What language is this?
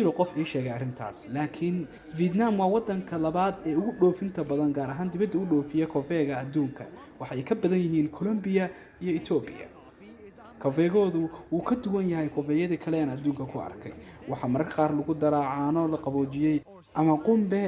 Somali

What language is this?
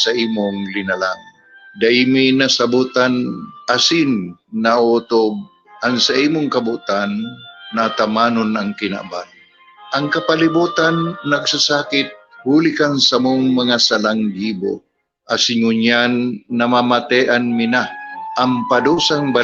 Bikol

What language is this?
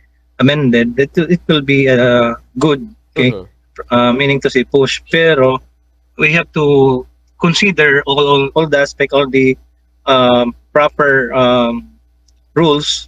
Waray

